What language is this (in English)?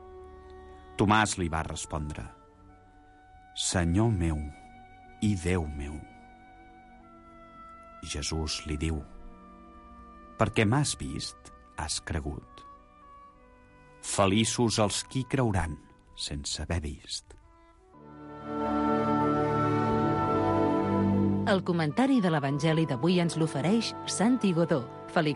Catalan